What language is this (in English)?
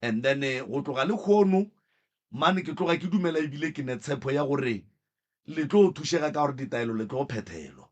Northern Sotho